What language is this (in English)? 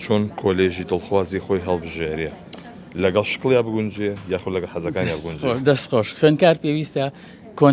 Central Kurdish